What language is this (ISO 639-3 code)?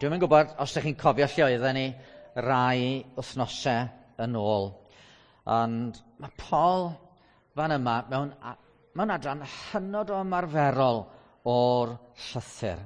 cym